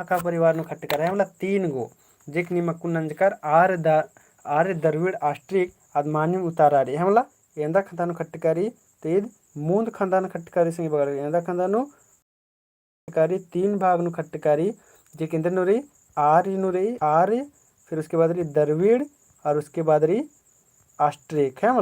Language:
Kurukh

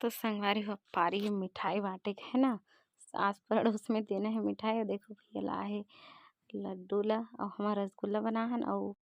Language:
Chhattisgarhi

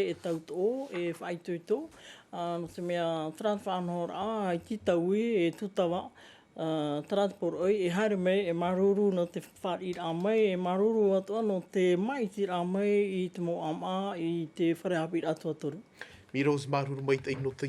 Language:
Tahitian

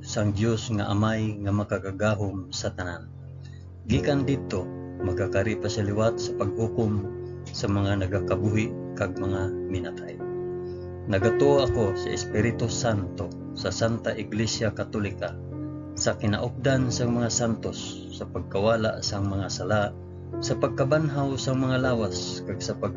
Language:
Hiligaynon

